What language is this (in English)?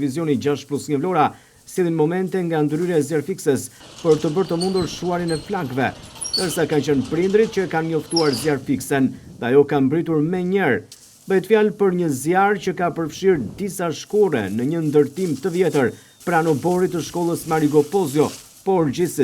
Albanian